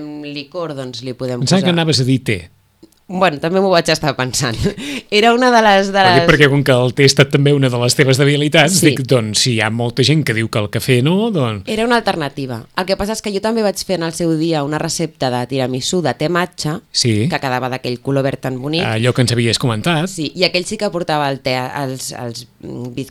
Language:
Catalan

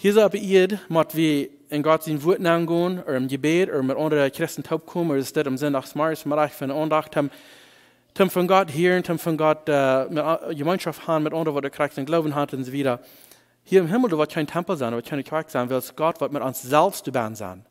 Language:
Plautdietsch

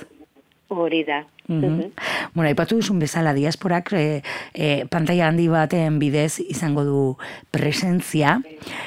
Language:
Basque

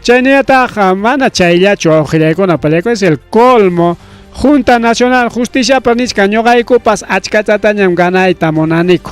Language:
Ayacucho Quechua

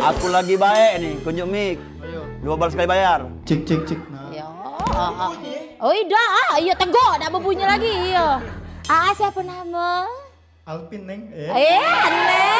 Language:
Musi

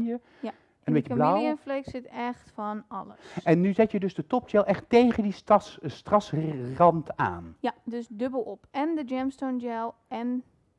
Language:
Dutch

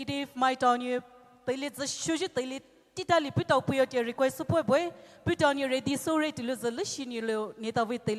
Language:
Poumei Naga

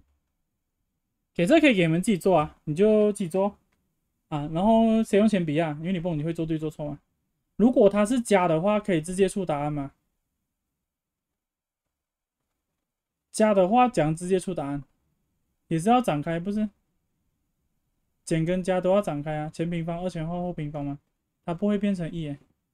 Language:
Chinese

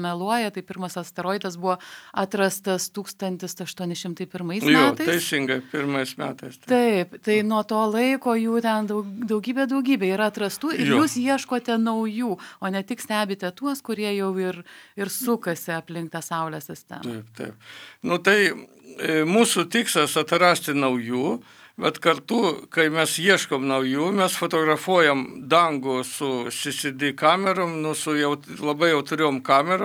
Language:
Lithuanian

